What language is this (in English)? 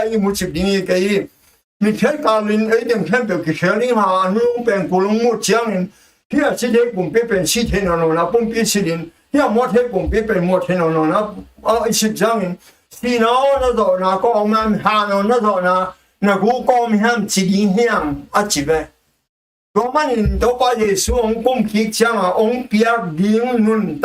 Tedim Chin